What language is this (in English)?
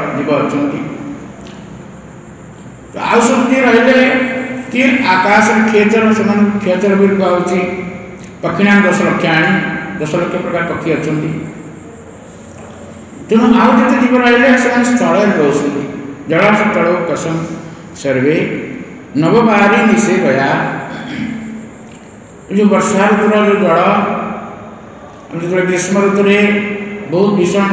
Odia